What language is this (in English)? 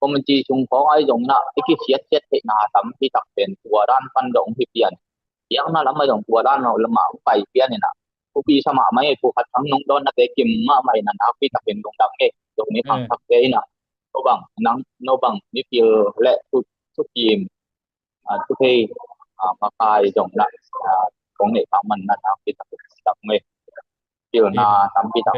Tedim Chin